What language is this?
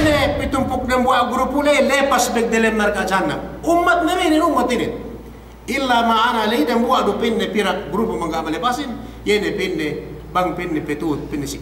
Yakan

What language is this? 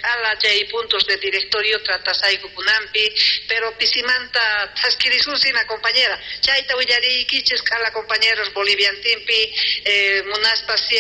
South Bolivian Quechua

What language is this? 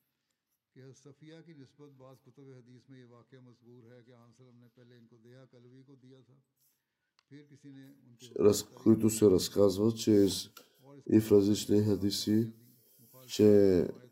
Bulgarian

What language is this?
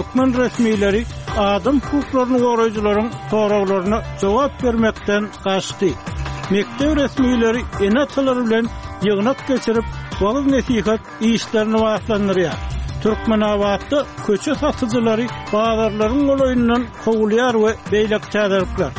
Turkmen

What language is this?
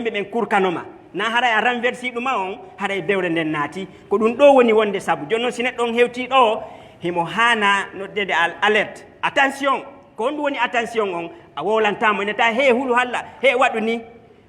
Fula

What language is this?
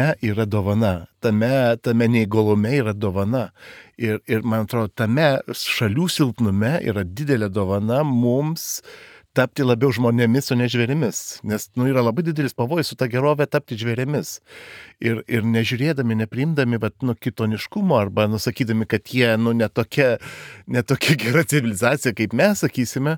Lithuanian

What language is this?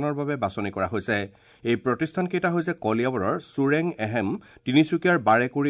Assamese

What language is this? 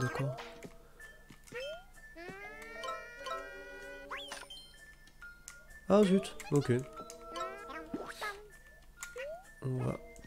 French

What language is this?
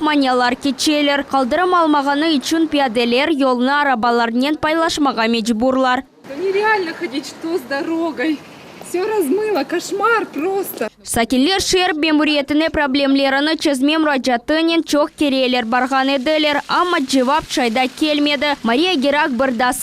Crimean Tatar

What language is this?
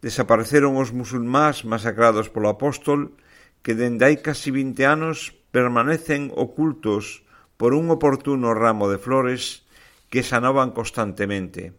Galician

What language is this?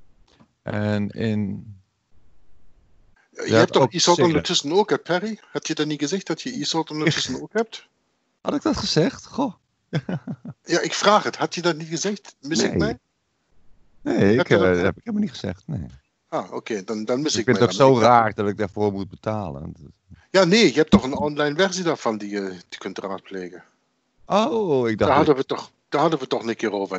Dutch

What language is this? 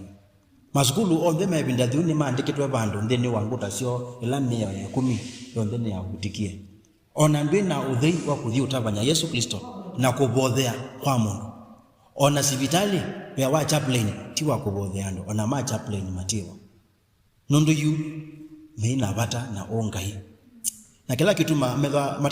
Kamba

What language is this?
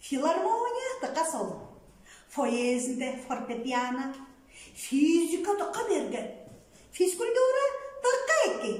Tuvinian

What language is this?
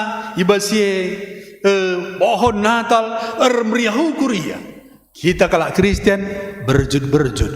Batak Karo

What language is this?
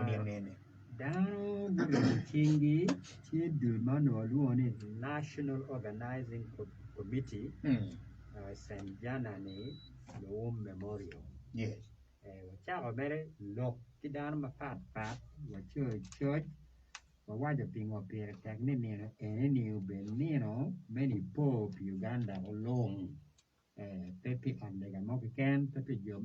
Acoli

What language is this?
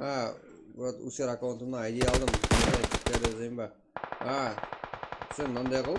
Kara-Kalpak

